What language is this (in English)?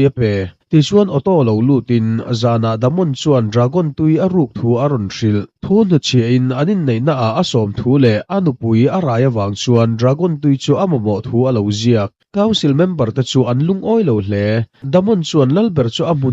Mizo